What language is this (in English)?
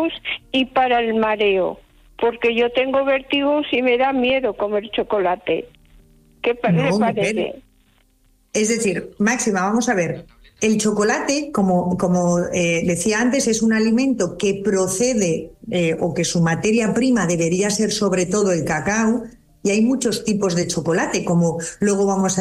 Spanish